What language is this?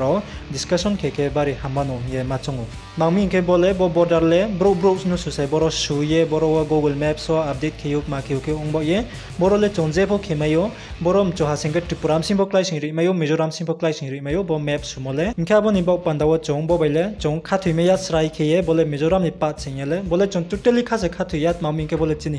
Riang (India)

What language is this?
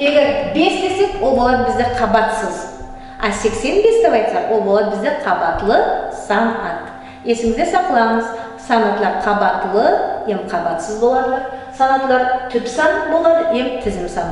Nogai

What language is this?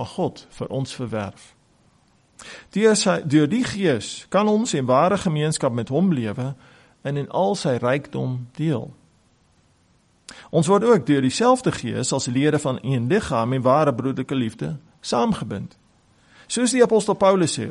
Afrikaans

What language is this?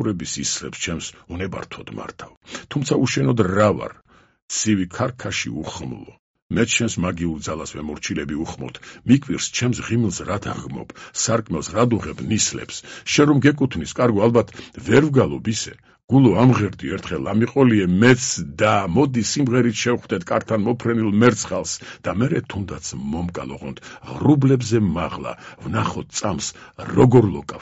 Georgian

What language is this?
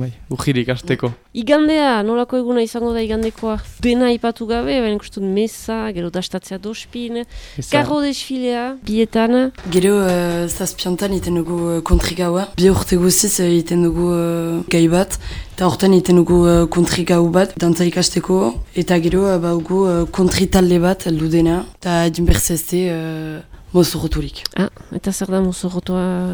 Basque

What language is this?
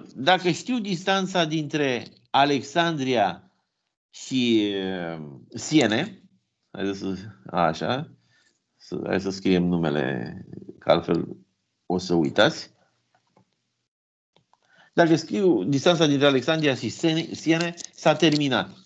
Romanian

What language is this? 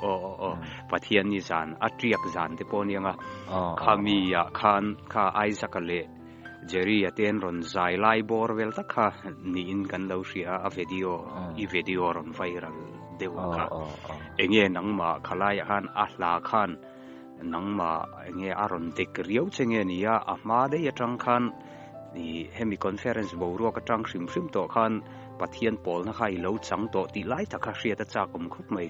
Mizo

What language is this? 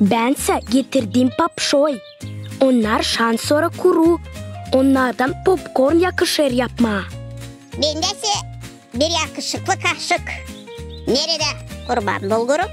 Gagauz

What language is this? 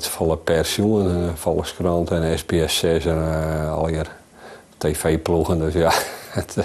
Western Frisian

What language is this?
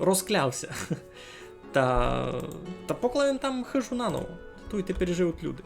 Rusyn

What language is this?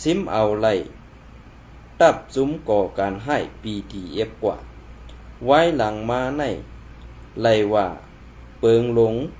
Shan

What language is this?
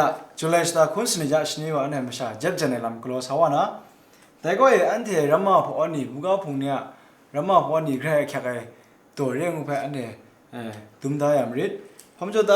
Kachin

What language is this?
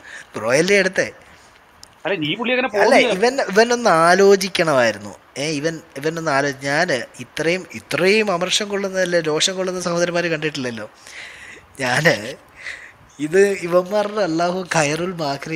Malayalam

